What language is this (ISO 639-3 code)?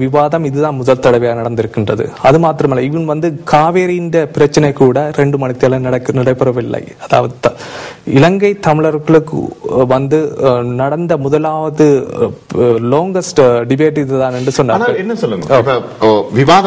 tam